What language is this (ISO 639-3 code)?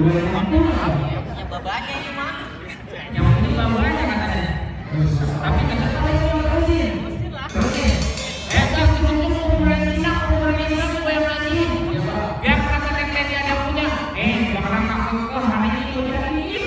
bew